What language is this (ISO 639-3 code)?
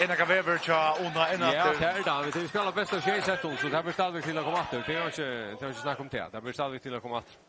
fao